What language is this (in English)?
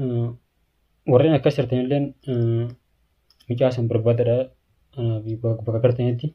Oromo